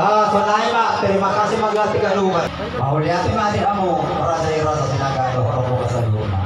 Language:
Batak Toba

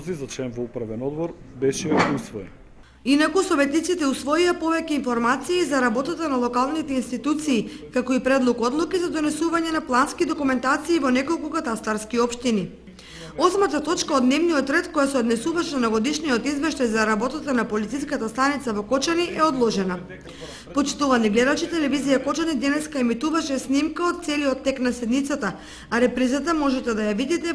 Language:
Macedonian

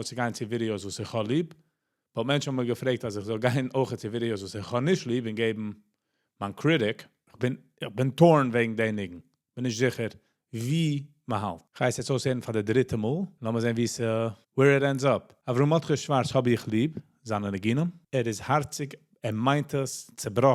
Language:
Yiddish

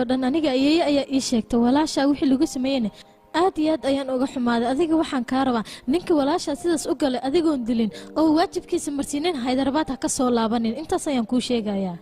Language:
Somali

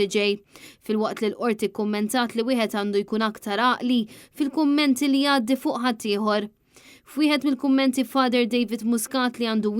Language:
Maltese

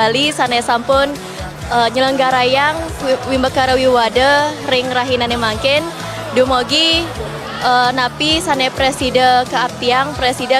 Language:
Balinese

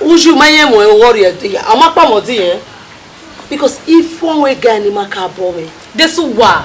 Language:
Bini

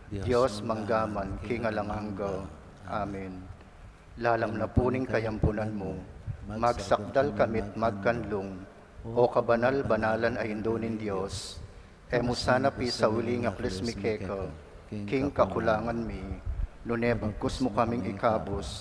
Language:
Pampanga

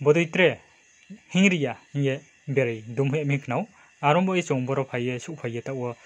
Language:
Riang (India)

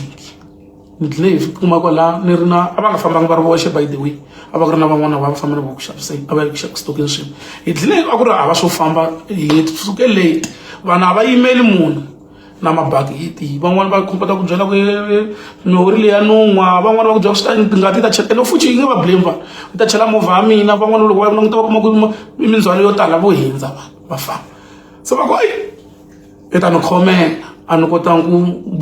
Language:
Tsonga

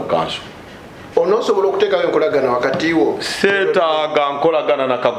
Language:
Ganda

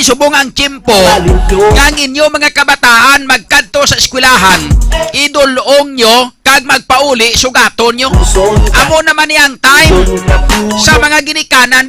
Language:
Hiligaynon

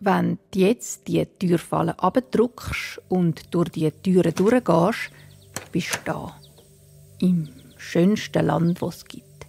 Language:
Swiss German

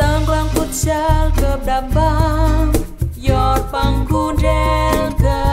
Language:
Central Mnong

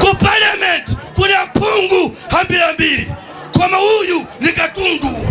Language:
Nyanja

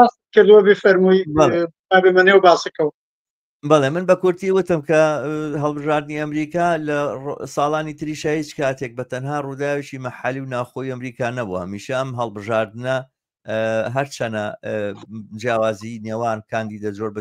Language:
Central Kurdish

